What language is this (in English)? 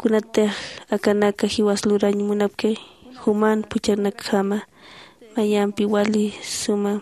Aymara